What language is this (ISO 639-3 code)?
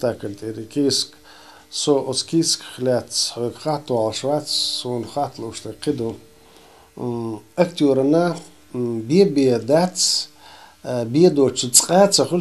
che